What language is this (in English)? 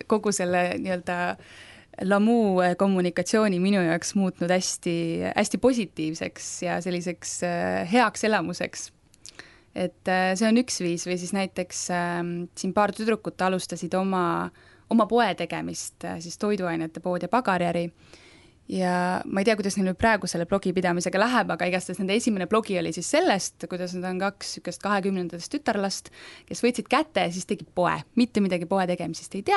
Estonian